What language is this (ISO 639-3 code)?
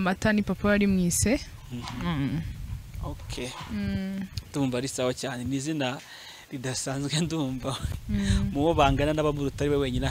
kin